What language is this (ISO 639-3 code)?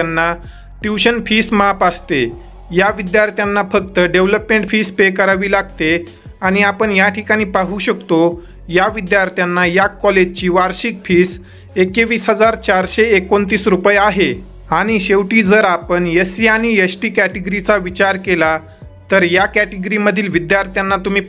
mar